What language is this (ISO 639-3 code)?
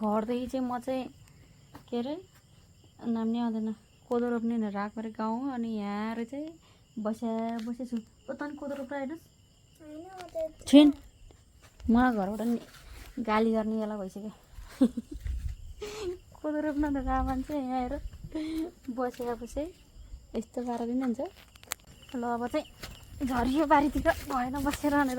nep